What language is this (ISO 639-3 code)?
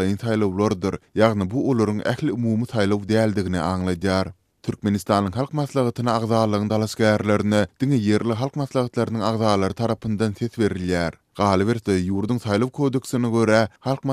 tuk